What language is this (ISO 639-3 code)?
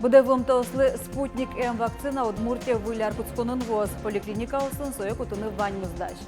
udm